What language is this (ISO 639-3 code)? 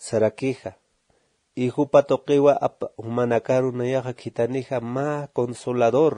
aym